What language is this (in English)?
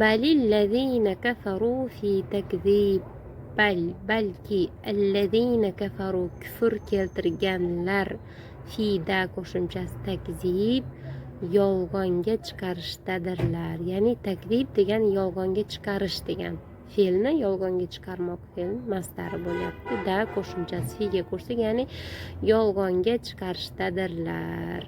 Uzbek